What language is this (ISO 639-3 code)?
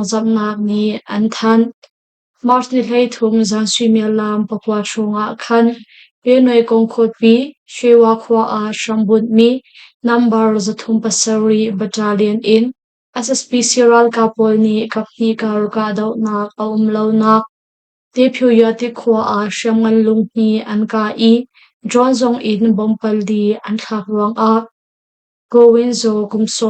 cnh